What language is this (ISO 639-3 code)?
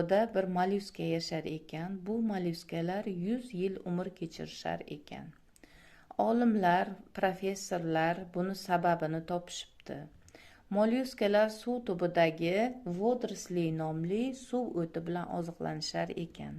uzb